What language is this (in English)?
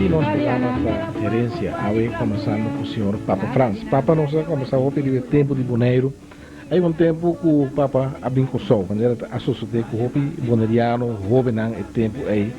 Papiamento